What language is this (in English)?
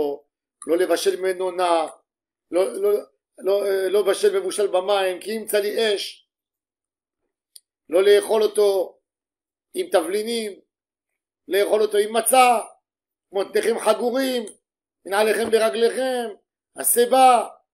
Hebrew